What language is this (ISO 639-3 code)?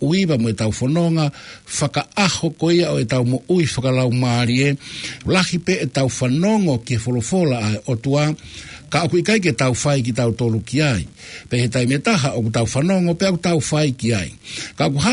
ton